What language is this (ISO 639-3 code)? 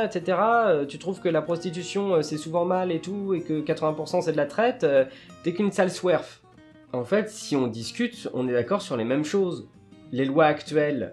fra